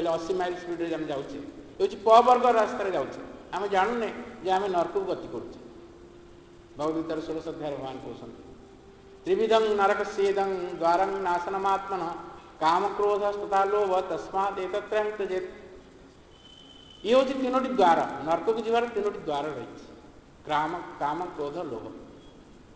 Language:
Odia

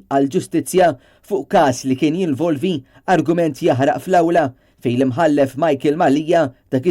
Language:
Maltese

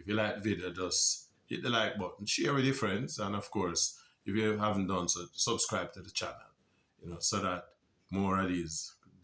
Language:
Jamaican Creole English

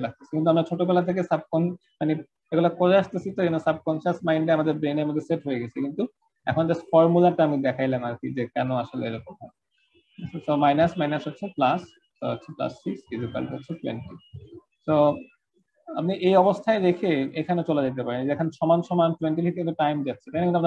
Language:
Bangla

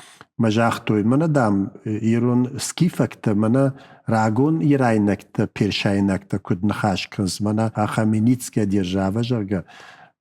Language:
Ossetic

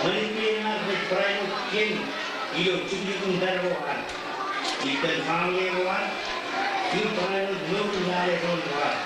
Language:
Marshallese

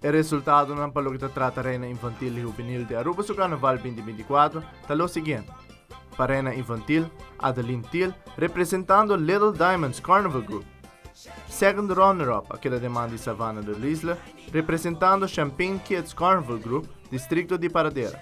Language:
Papiamento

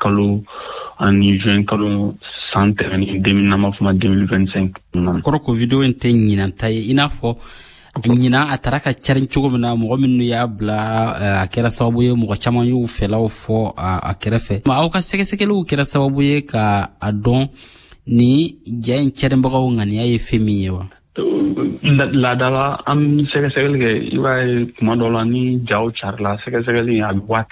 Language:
Bambara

